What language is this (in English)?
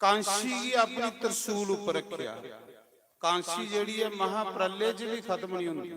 Dogri